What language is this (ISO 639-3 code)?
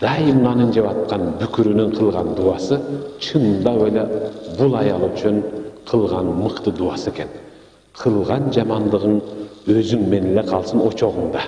kir